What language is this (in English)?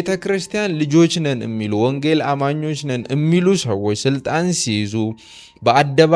Amharic